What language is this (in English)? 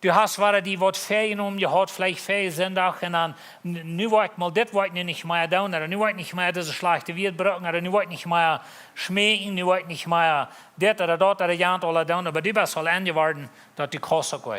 Plautdietsch